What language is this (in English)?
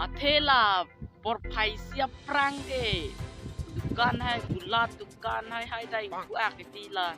Karbi